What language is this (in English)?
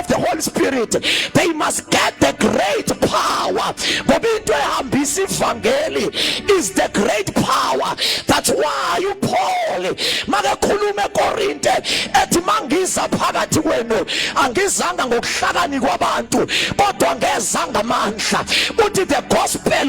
Zulu